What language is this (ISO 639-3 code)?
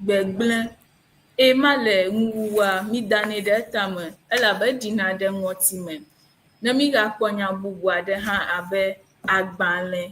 ewe